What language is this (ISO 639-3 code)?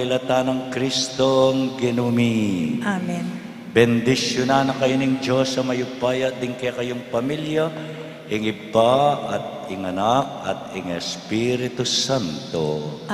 pam